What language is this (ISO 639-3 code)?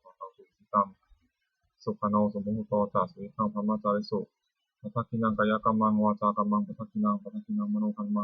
pli